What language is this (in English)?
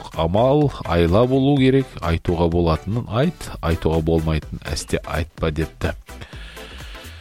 Kazakh